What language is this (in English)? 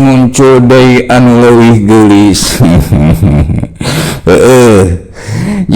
Sundanese